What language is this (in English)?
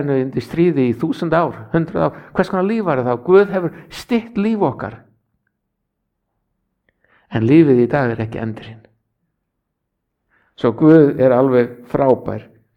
Icelandic